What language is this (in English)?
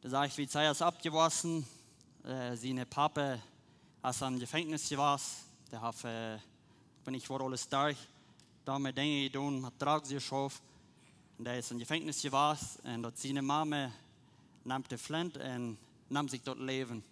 Plautdietsch